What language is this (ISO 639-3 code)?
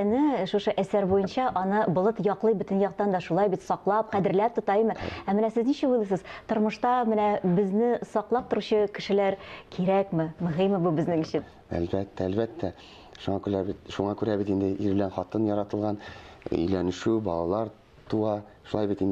tat